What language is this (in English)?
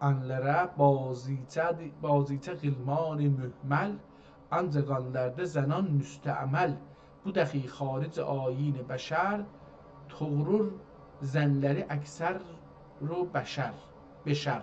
South Azerbaijani